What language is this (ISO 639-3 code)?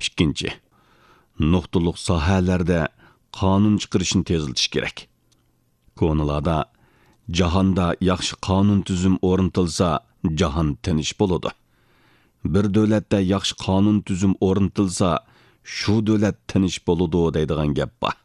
uig